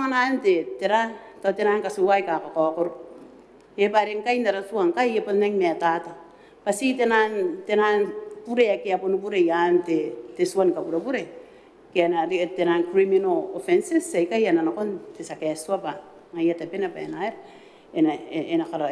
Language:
Gilbertese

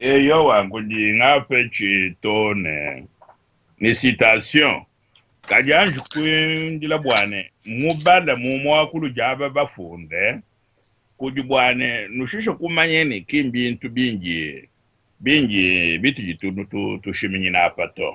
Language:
Luba-Lulua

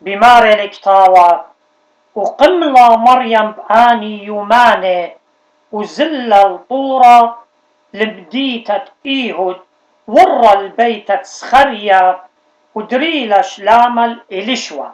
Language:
Assyrian Neo-Aramaic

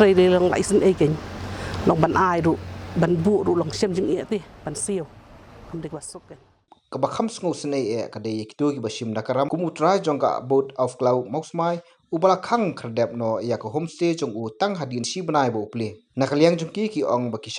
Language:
Khasi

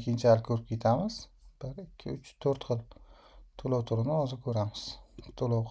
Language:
Uzbek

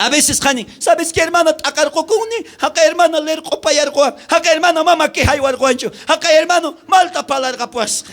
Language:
South Bolivian Quechua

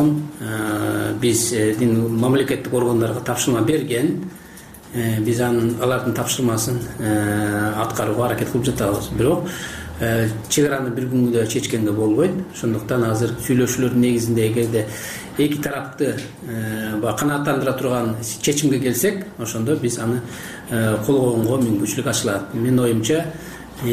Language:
Kyrgyz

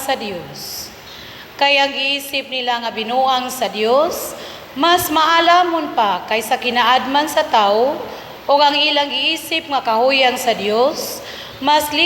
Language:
Cebuano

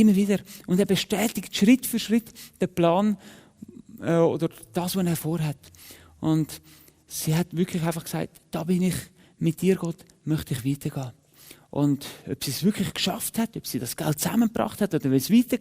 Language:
Swiss German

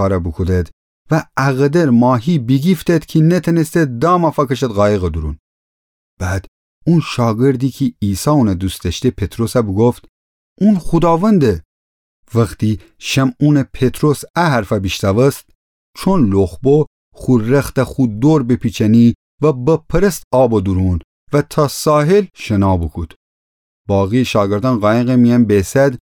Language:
Gilaki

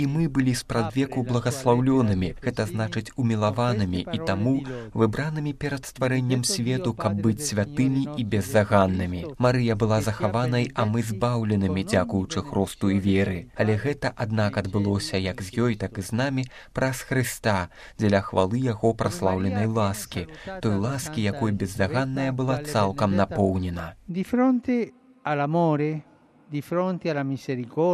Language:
Belarusian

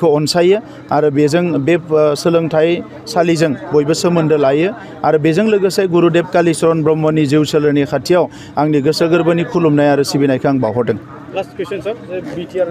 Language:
Bodo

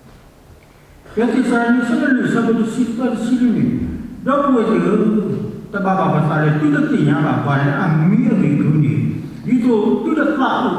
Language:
S'gaw Karen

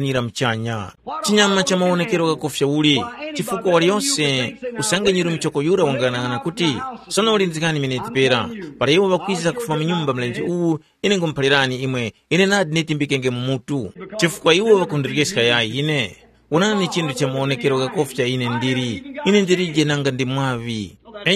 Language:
Tumbuka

